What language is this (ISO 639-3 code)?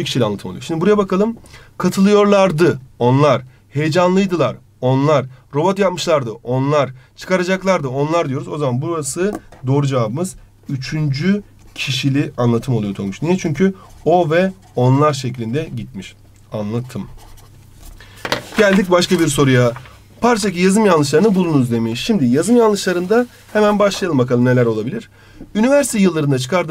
tur